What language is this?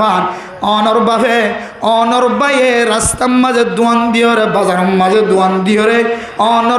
Rohingya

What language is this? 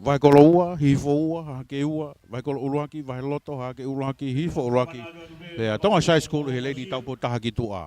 Tongan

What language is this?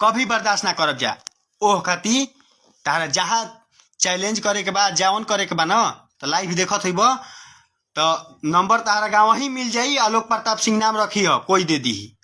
Bhojpuri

